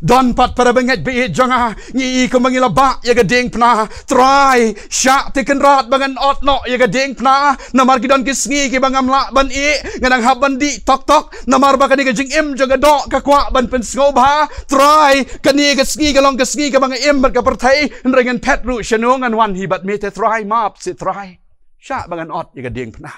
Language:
Khasi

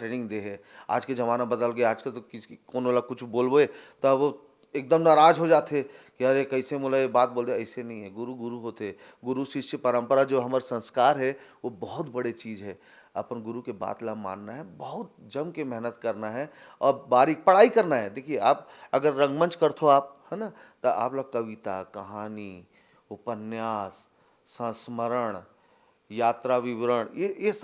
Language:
Chhattisgarhi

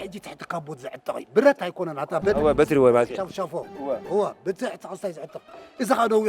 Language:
Tigrinya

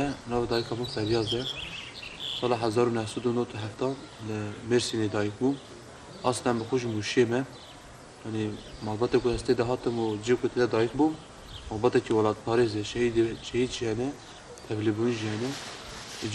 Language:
Kurdish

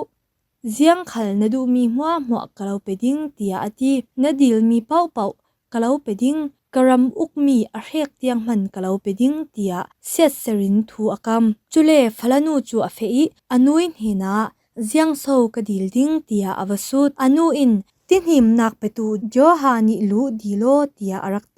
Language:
Falam Chin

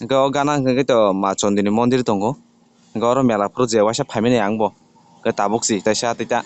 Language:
Kok Borok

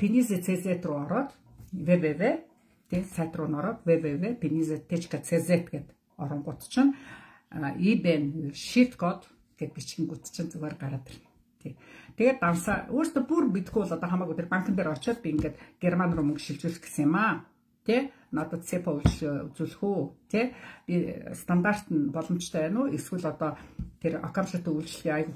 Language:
Mongolian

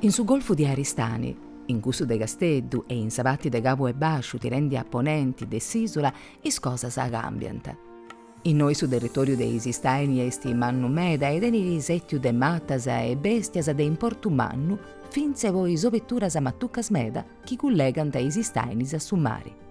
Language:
Sardinian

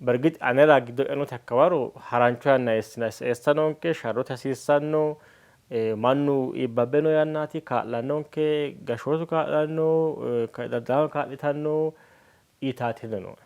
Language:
Sidamo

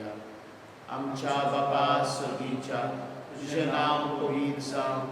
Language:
Konkani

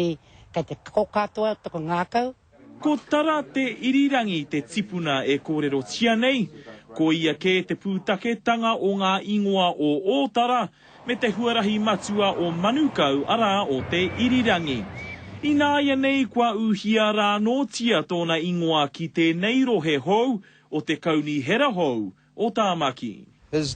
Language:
Māori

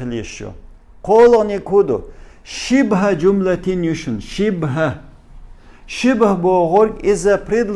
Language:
Chechen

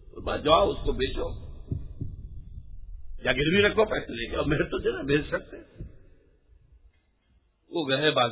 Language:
Urdu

